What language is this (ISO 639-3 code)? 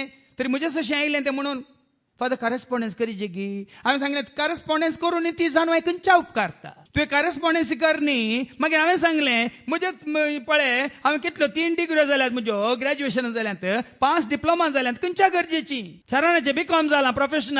kok